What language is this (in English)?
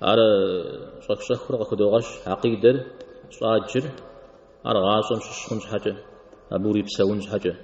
Kabardian